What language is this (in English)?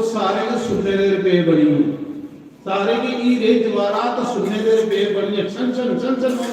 Dogri